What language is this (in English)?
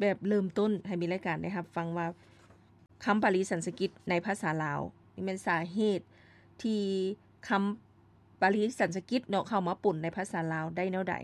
Lao